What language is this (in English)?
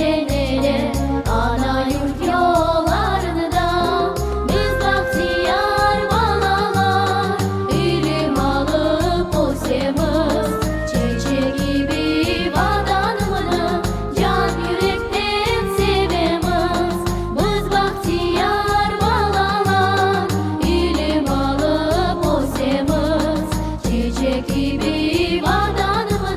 Crimean Tatar